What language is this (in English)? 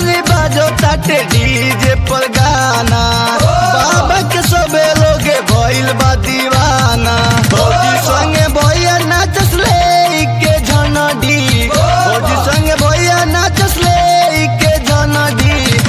Bhojpuri